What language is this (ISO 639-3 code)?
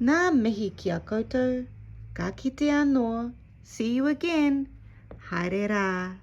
mri